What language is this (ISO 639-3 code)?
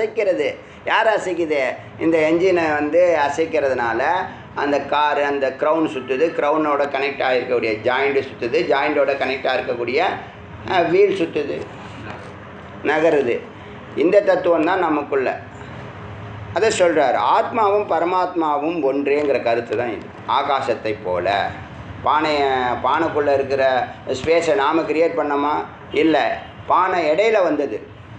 tam